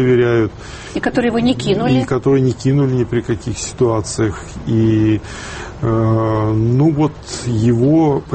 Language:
Russian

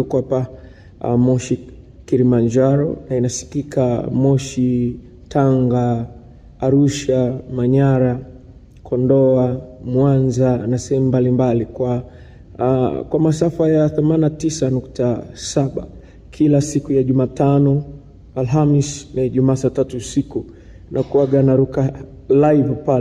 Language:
Swahili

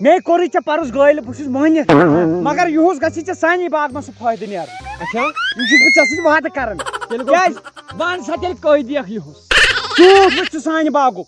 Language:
Kashmiri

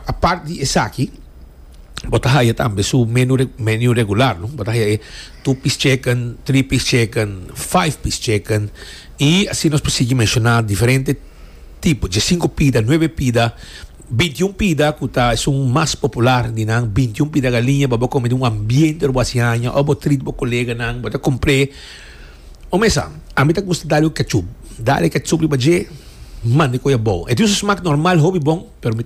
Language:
Papiamento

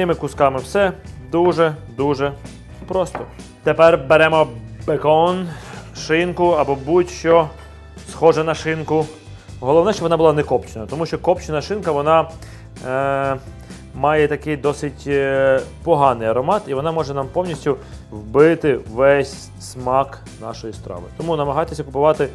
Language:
Ukrainian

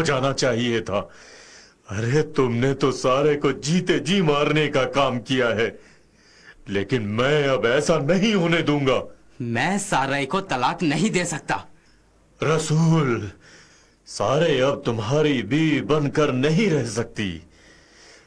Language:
Hindi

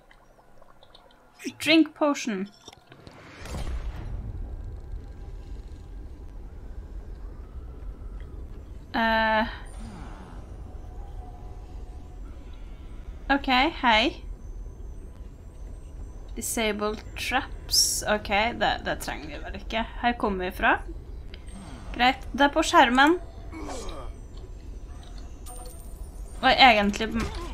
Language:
Norwegian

